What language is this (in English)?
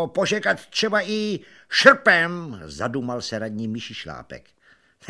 Czech